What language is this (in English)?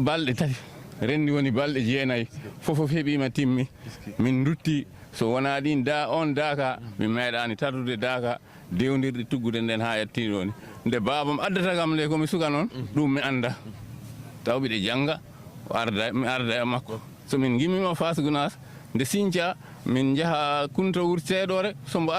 Fula